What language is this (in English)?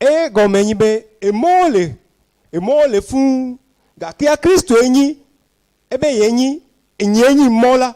Ewe